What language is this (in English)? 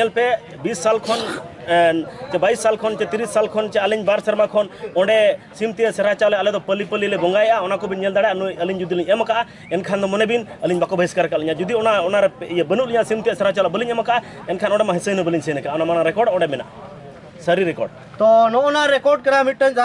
Santali